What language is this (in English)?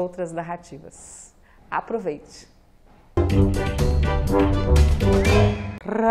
Portuguese